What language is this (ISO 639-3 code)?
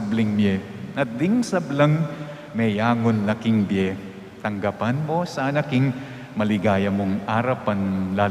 pam